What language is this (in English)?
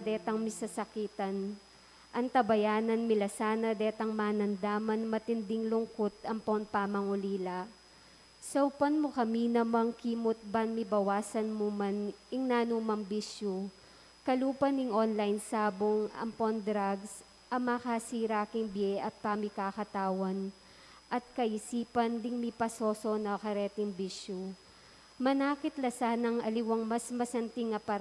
Pampanga